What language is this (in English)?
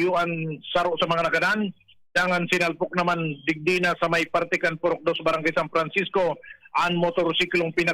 Bikol